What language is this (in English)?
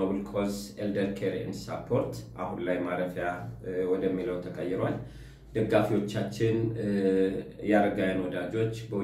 Amharic